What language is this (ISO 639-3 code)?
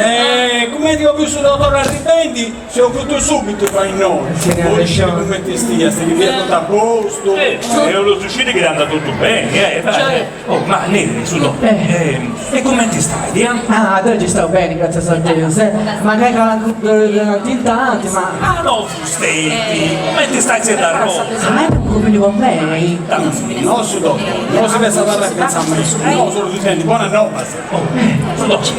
srd